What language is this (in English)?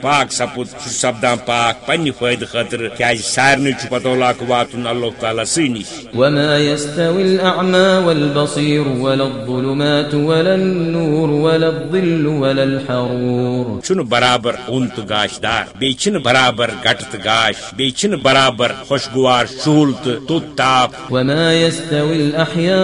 Kashmiri